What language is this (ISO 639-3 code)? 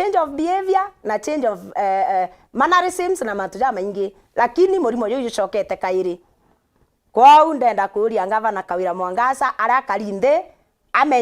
mer